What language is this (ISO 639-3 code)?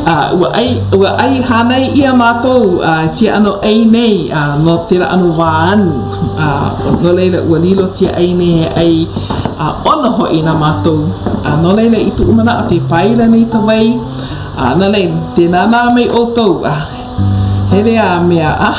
haw